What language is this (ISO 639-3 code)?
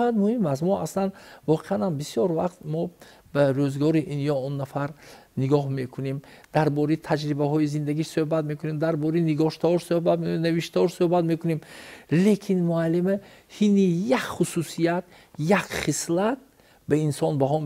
tgk